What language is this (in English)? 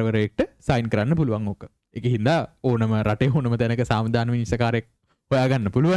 Sinhala